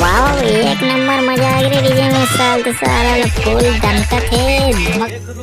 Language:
Chhattisgarhi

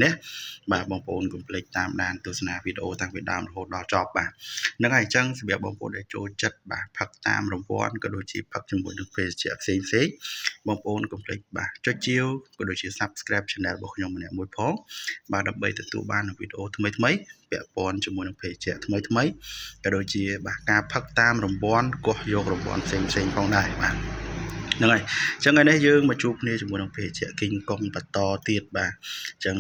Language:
Khmer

